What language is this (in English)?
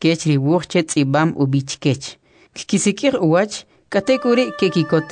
Kʼicheʼ